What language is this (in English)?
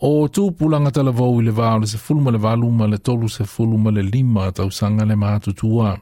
Samoan